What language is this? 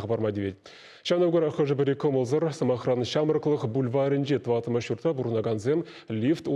Chuvash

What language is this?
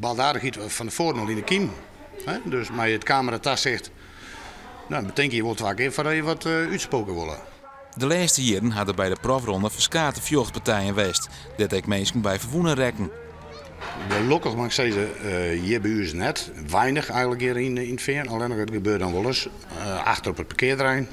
Western Frisian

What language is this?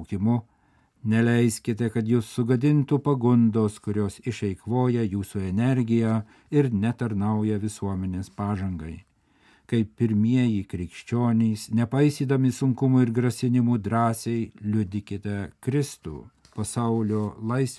Lithuanian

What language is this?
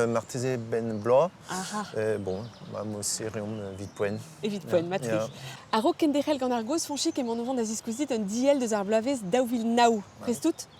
Breton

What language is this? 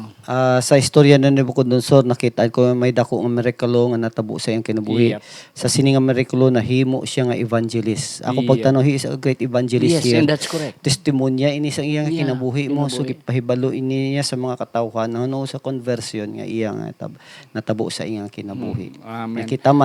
Hiligaynon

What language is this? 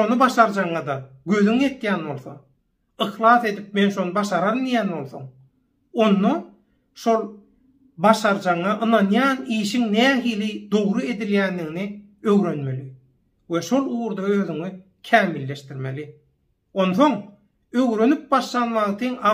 Turkmen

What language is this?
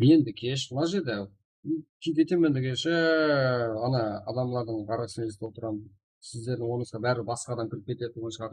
Kara-Kalpak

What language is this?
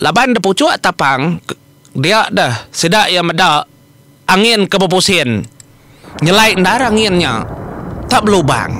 Iban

